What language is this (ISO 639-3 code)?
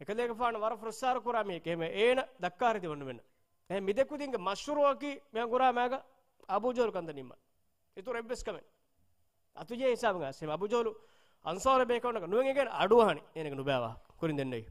div